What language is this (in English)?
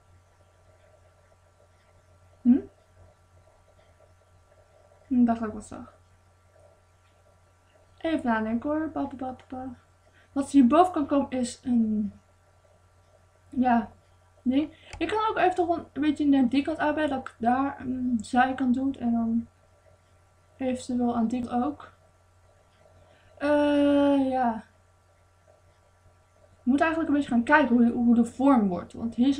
Dutch